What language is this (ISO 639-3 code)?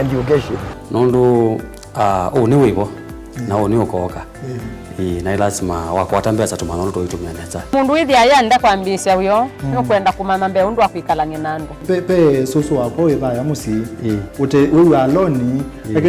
kam